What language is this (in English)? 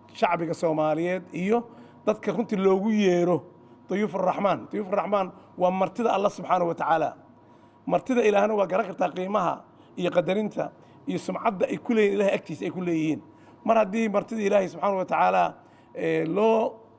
Somali